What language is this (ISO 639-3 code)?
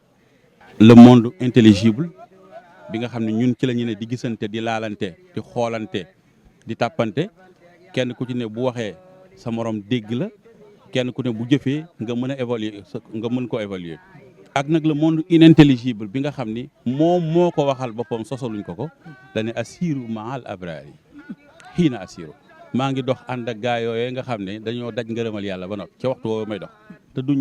wol